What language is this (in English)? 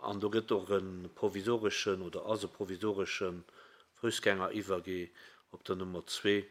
Luxembourgish